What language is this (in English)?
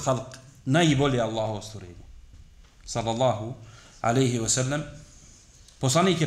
Bosnian